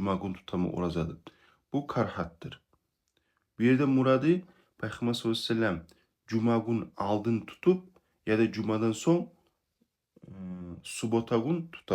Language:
Kumyk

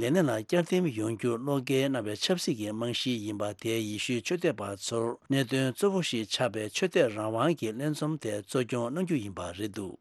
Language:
Tibetan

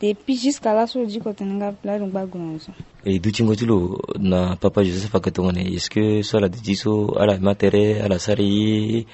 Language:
Sango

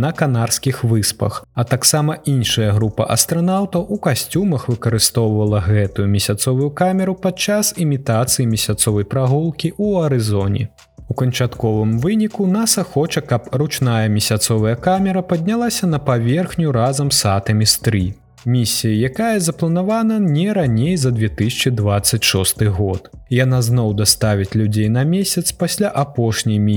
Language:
Belarusian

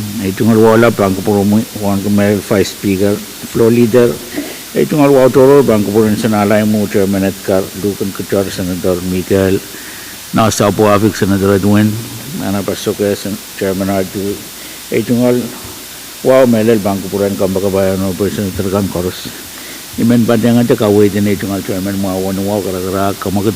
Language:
Pohnpeian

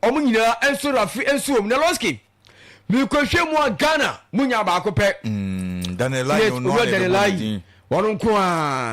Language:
Akan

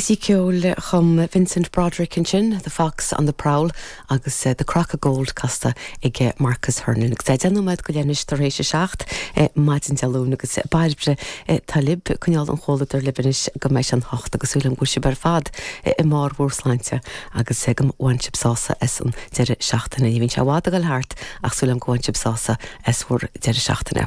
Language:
Irish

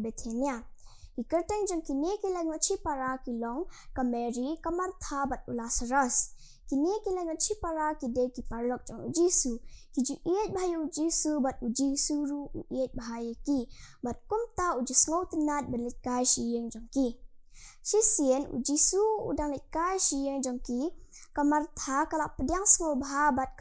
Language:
Khasi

